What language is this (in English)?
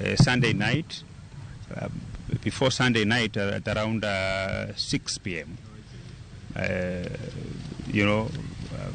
Luo (Kenya and Tanzania)